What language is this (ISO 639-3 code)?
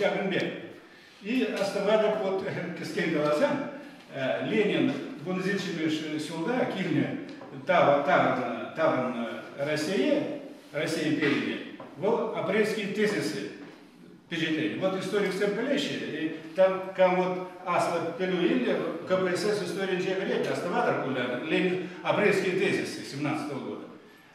chv